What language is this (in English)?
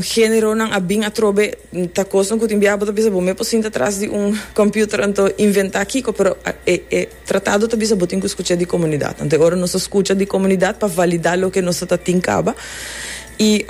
Papiamento